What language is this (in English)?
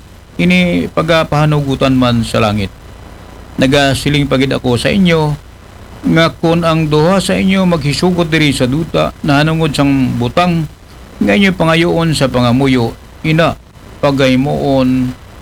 Aklanon